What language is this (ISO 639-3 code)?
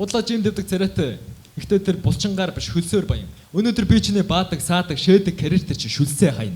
mon